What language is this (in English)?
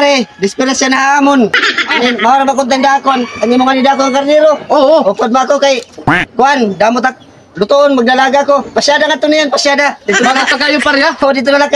Waray